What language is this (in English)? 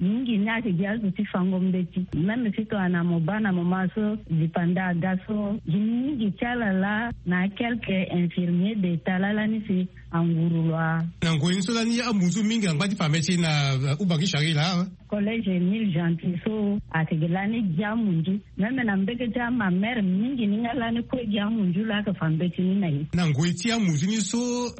Sango